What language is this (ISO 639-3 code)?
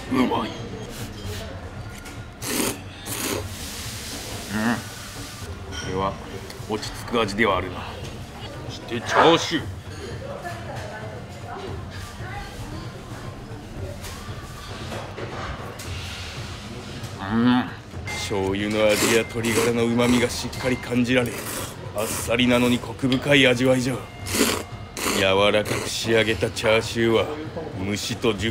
jpn